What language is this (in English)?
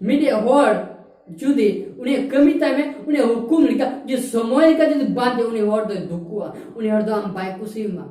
Santali